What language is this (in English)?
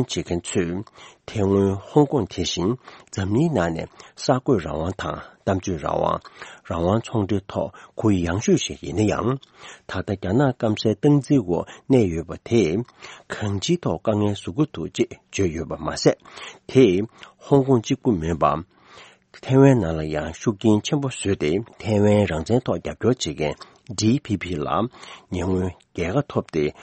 Tibetan